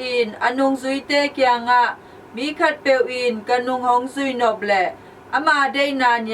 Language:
Tedim Chin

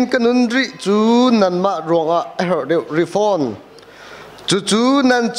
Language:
Hakha Chin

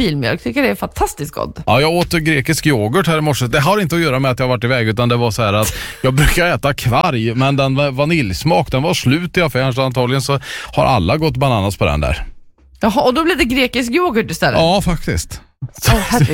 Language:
Swedish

